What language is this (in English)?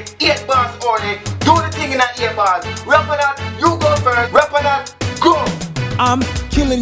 Jamaican Creole English